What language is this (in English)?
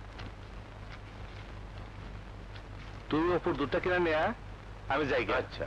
Bangla